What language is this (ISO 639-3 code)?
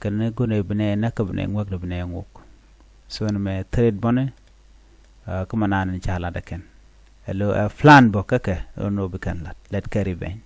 nus